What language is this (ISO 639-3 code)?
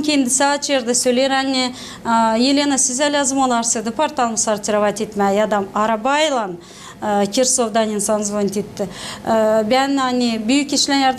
gag